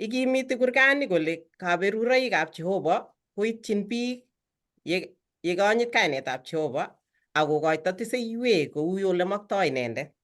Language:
Kalenjin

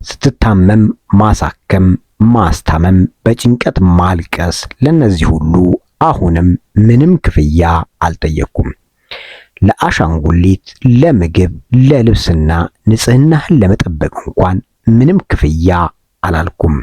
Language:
Amharic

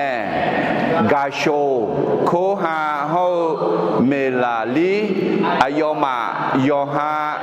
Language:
Akha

